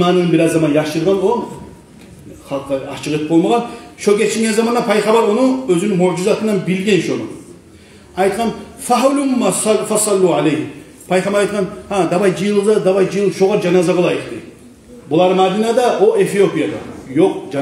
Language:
Kumyk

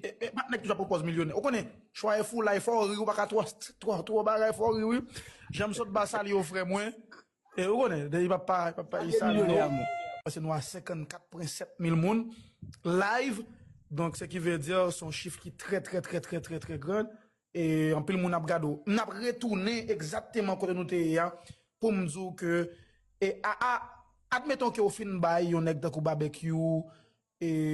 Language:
Haitian Creole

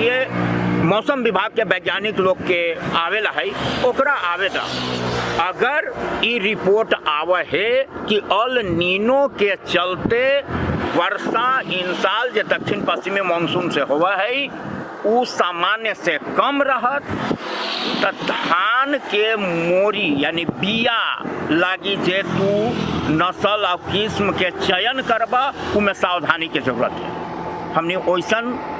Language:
Magahi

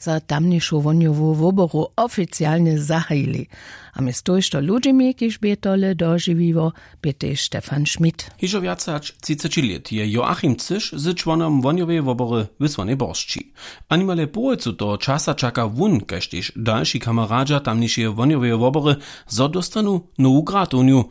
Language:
Upper Sorbian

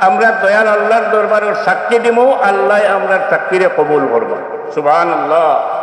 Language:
Sylheti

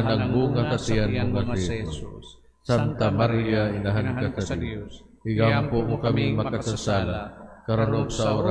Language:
Cebuano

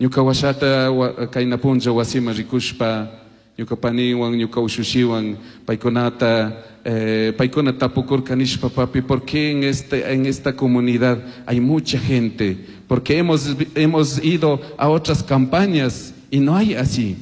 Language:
Chimborazo Highland Quichua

